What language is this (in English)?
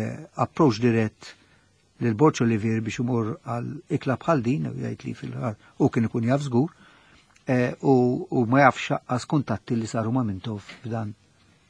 Maltese